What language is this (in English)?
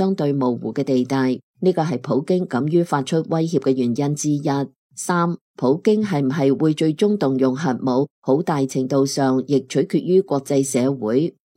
Cantonese